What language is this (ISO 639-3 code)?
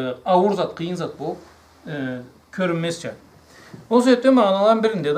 krc